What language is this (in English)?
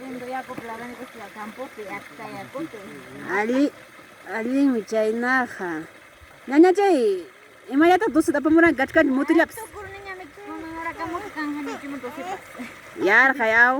Ayacucho Quechua